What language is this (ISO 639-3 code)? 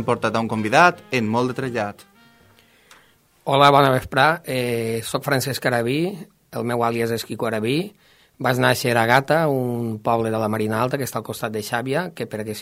cat